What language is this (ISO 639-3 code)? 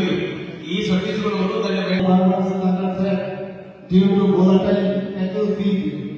trp